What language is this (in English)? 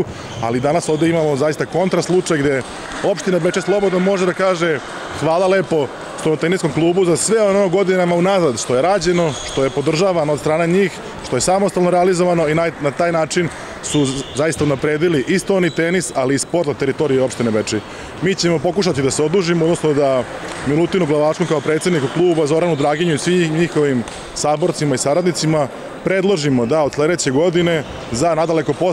Serbian